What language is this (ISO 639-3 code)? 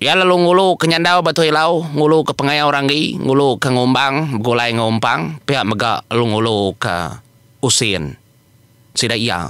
iba